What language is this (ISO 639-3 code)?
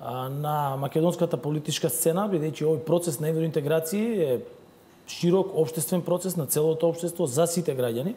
mkd